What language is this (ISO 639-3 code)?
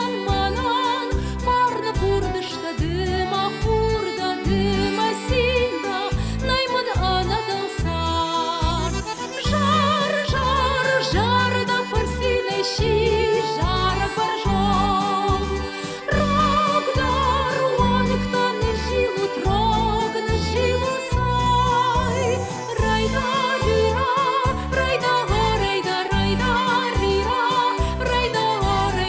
oss